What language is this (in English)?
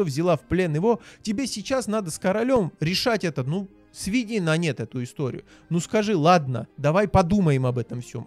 Russian